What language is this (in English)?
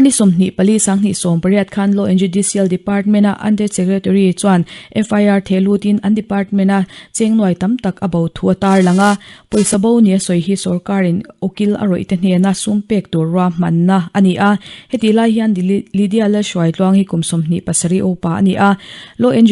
Mizo